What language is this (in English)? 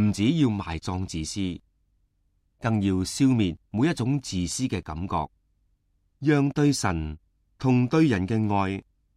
Cantonese